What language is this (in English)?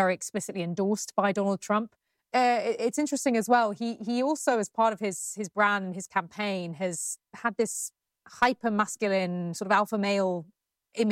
English